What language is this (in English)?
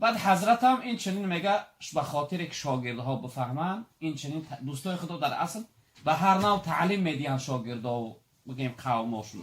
Tajik